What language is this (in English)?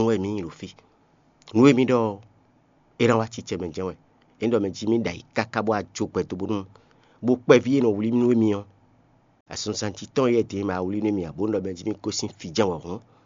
Fon